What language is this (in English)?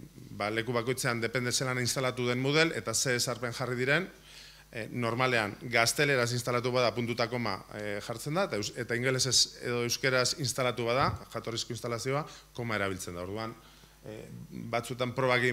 Basque